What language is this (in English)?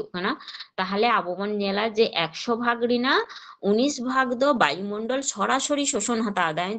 Santali